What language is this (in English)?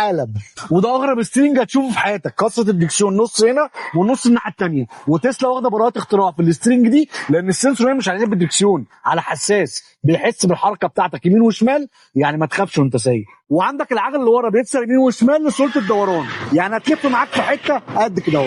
Egyptian Arabic